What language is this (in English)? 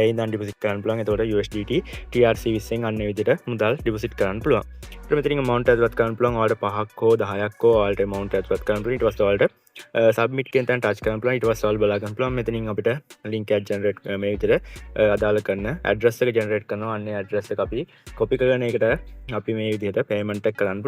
Sinhala